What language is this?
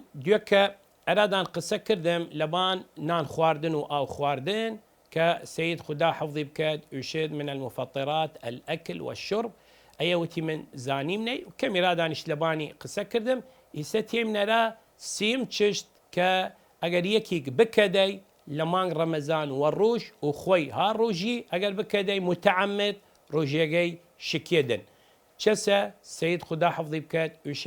Southern Kurdish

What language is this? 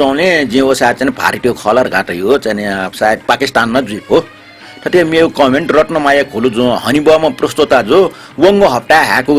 Newari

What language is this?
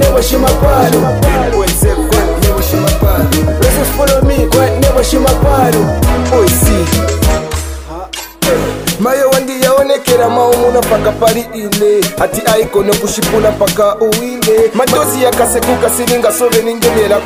Swahili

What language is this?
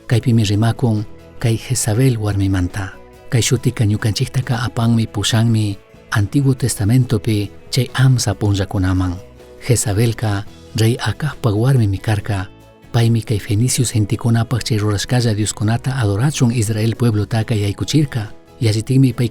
Chimborazo Highland Quichua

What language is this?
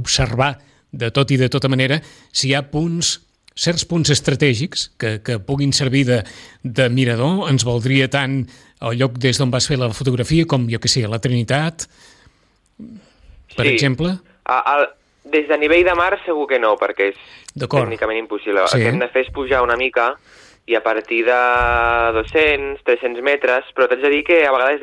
Catalan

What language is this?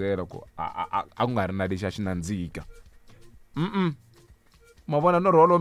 Tsonga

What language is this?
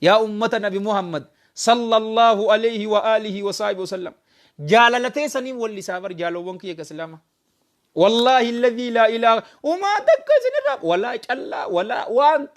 Oromo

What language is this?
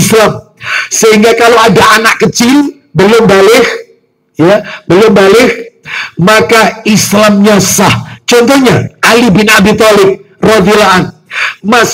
Indonesian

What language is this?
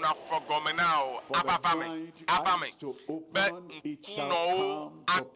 Ewe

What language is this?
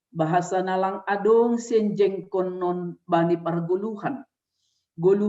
Batak Simalungun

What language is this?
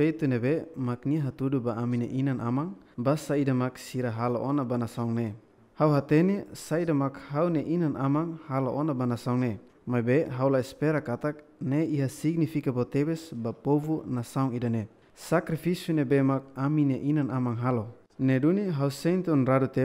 Tetum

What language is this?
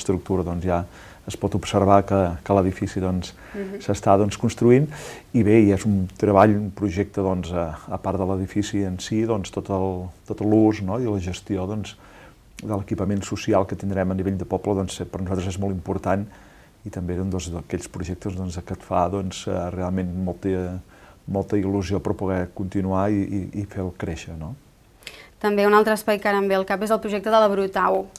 Catalan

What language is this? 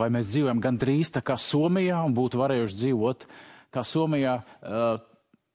Latvian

